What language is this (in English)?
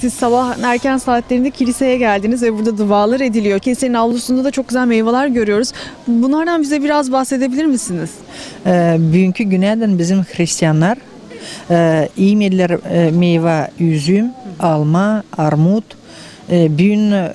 Gagauz